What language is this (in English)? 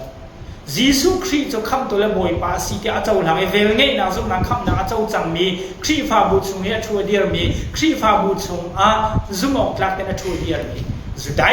Hakha Chin